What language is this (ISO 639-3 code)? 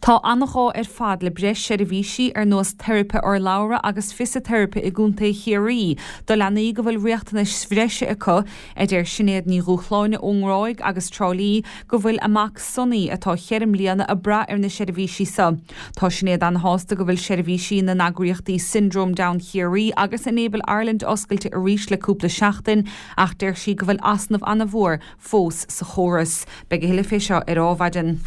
gle